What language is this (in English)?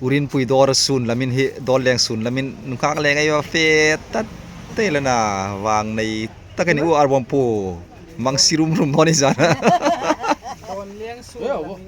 Hmar